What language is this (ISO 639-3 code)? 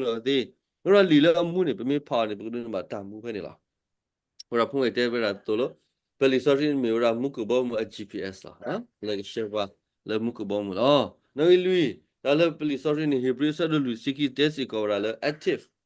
ksw